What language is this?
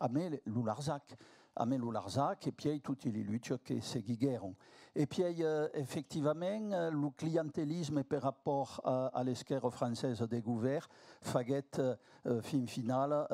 Occitan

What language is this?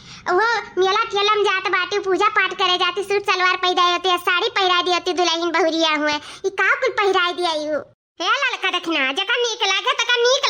Awadhi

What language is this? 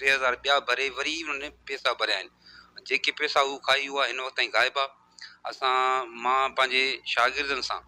Sindhi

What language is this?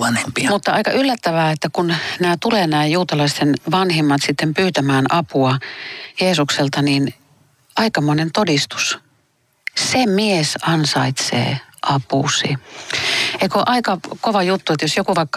Finnish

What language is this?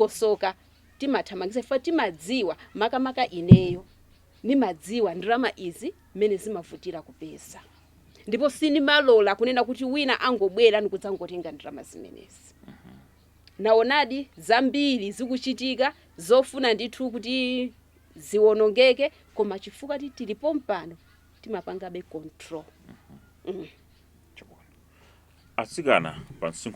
Nyanja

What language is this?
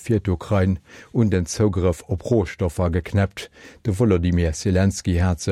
Luxembourgish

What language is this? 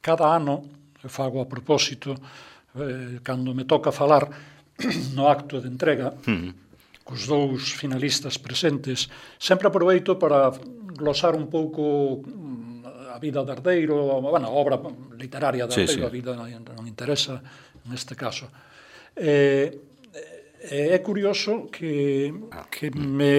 Galician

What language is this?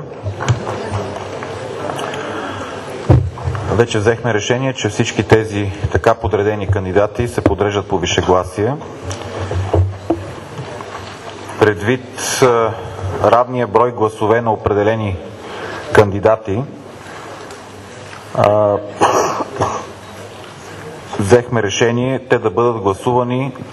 Bulgarian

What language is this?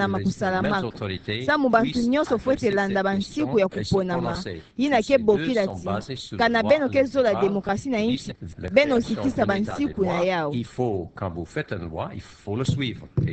Kituba (Democratic Republic of Congo)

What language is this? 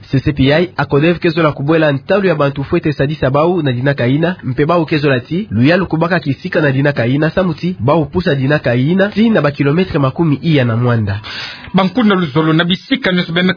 Kituba (Democratic Republic of Congo)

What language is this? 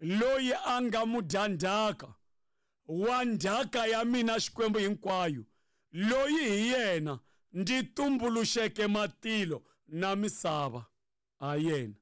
Tsonga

